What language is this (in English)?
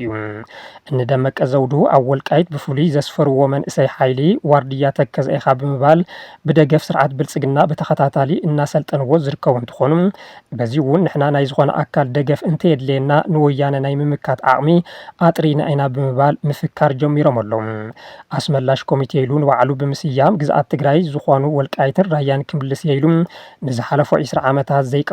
Tigrinya